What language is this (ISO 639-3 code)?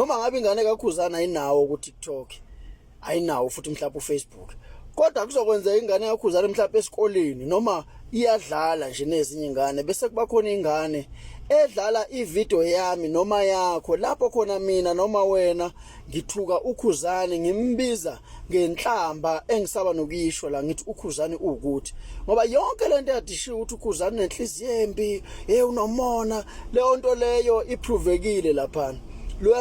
zul